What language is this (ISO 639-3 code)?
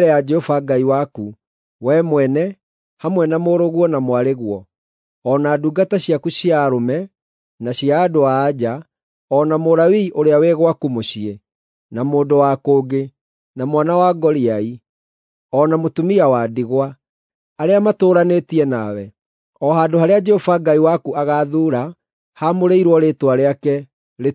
kik